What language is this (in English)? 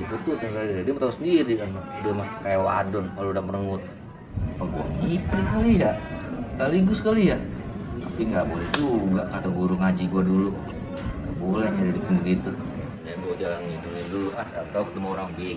Betawi